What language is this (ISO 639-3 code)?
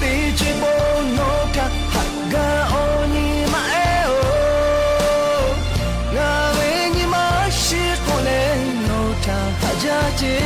lhu